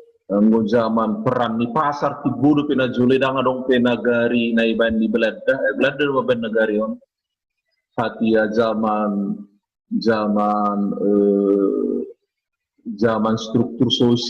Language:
Batak Toba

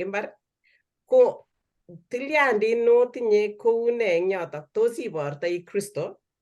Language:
Kalenjin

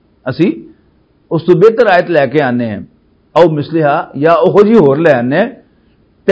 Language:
Western Panjabi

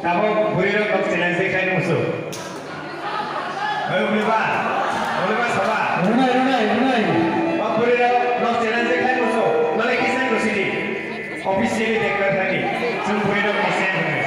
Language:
Kok Borok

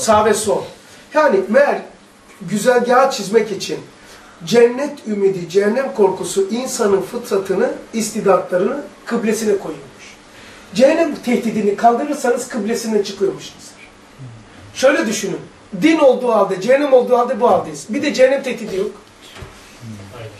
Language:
Turkish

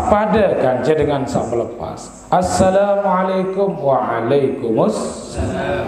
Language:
Sasak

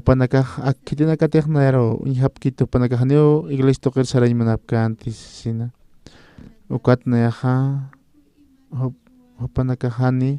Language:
Aymara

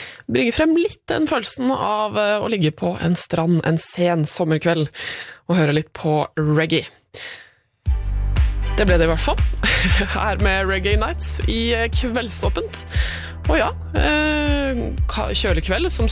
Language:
Norwegian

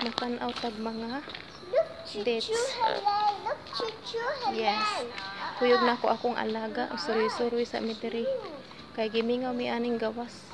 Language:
Cebuano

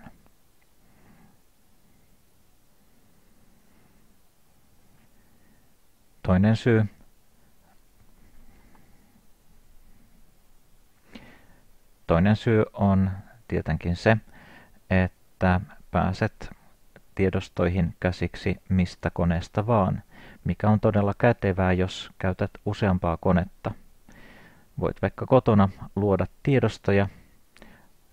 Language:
Finnish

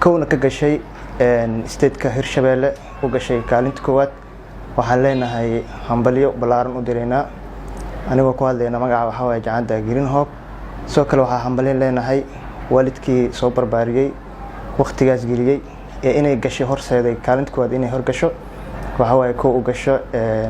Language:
Somali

